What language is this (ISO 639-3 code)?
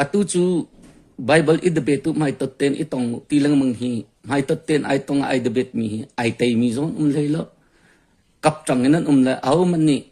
cnh